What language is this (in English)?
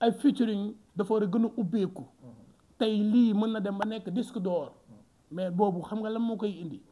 Wolof